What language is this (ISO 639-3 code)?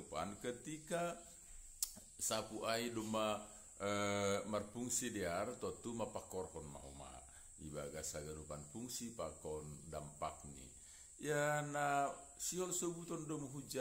bts